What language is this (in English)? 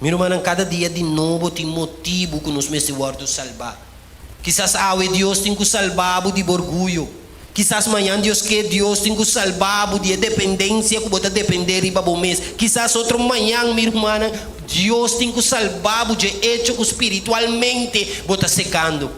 Papiamento